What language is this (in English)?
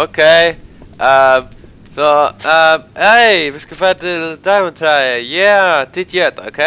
Faroese